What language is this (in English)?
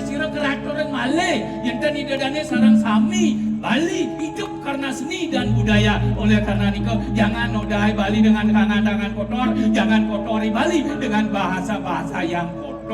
Balinese